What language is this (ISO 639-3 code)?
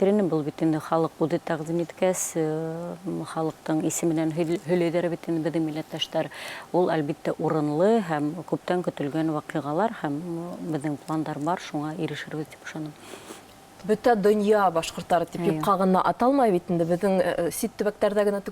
bak